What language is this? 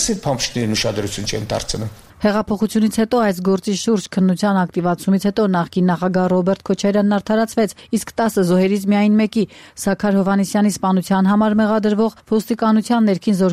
Armenian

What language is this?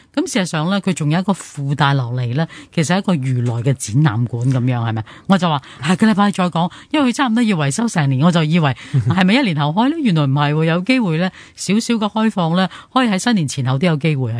Cantonese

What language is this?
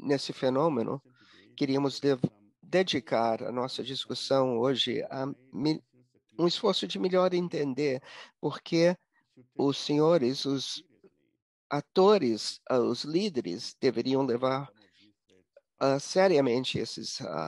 Portuguese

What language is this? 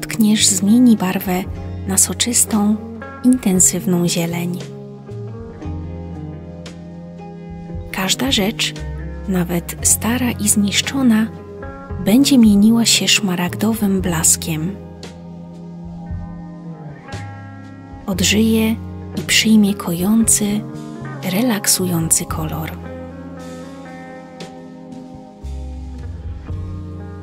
Polish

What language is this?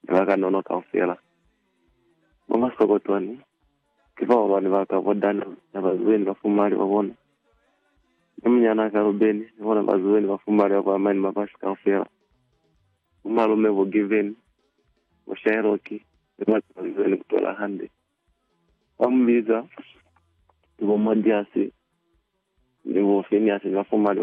Lozi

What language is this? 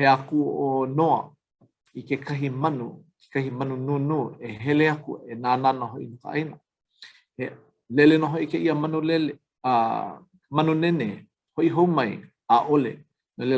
Hawaiian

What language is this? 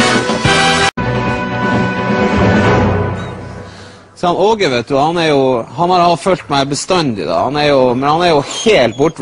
Norwegian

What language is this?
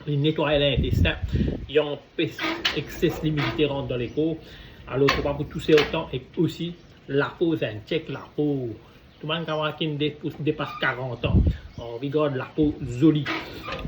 Morisyen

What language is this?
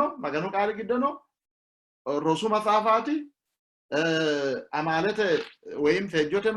Sidamo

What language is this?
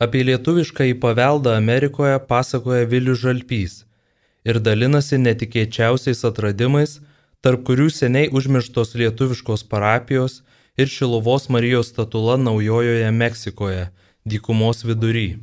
Lithuanian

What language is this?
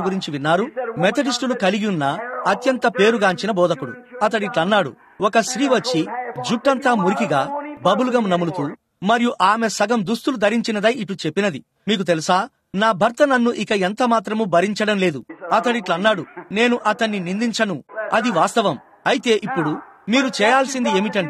Telugu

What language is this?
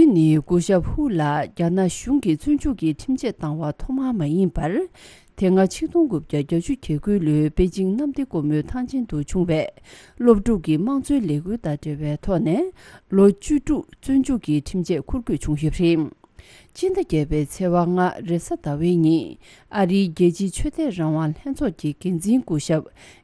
Tibetan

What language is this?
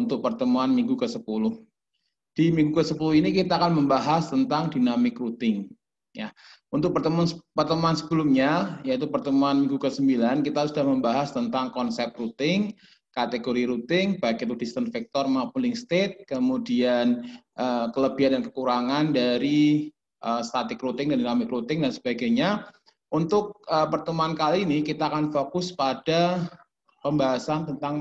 Indonesian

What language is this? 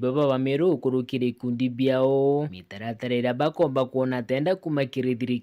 Meru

